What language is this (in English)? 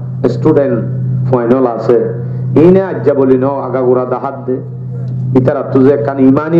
Rohingya